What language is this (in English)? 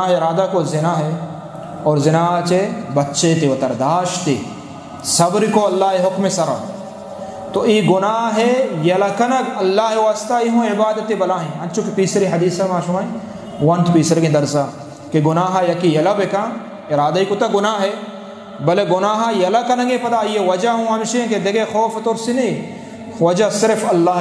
Eastern Balochi